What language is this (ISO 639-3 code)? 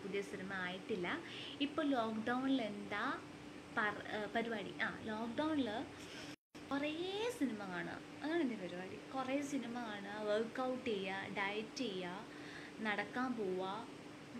mal